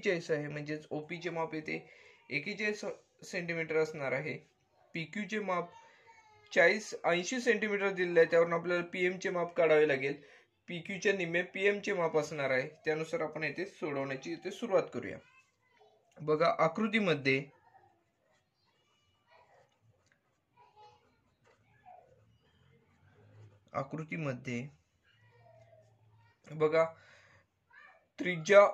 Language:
Marathi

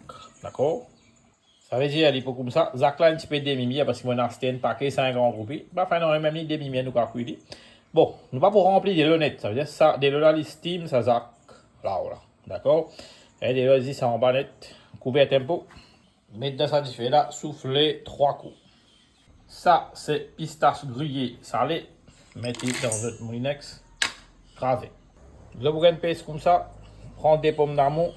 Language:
Morisyen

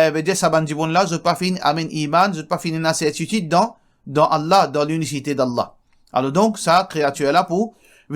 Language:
Morisyen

